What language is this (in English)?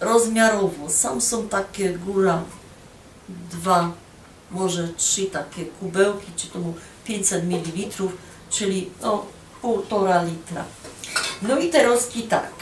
Silesian